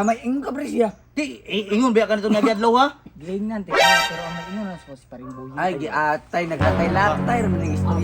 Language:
Cebuano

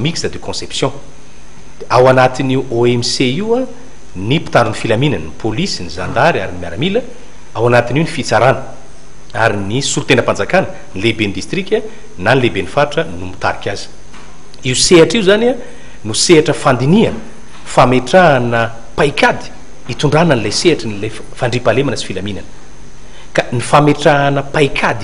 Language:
Malagasy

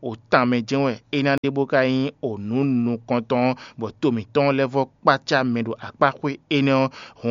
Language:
Fon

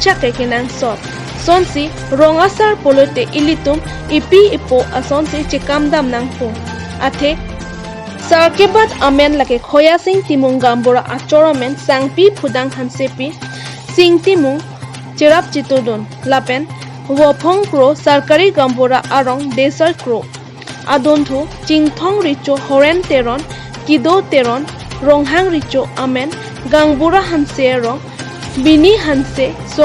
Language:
Karbi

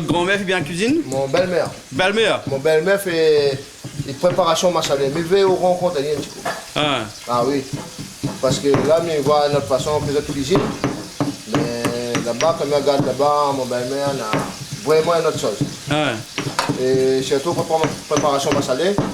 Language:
Réunion Creole French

